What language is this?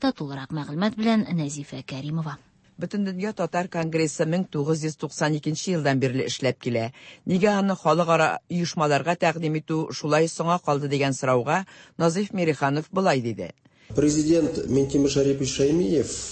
Tatar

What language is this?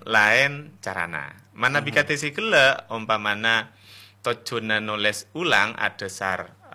Madurese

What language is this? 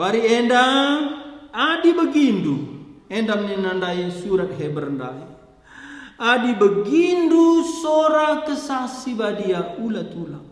Batak Karo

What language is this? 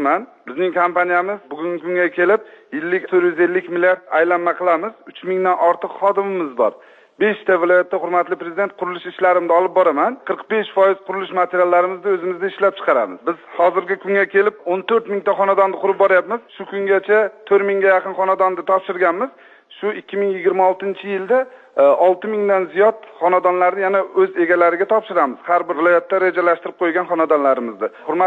Uzbek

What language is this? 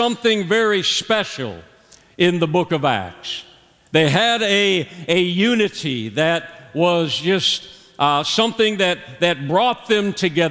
English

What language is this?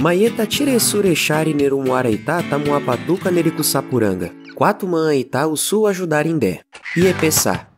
Nheengatu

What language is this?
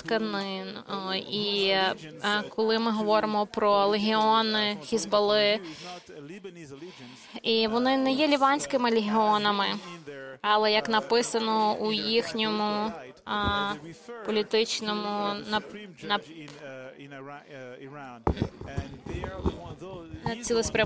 Ukrainian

